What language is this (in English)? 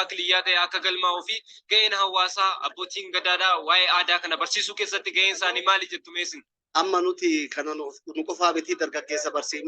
Oromo